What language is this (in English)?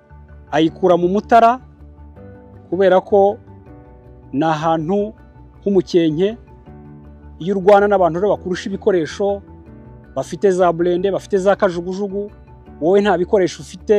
Kinyarwanda